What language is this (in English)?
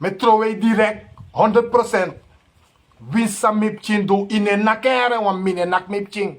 Sranan Tongo